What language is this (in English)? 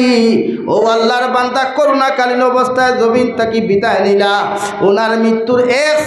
Sylheti